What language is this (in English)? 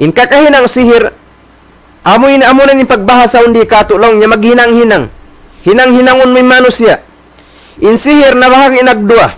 Tausug